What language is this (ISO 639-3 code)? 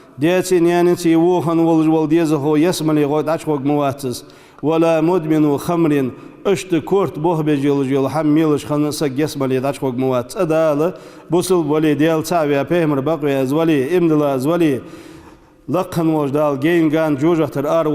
inh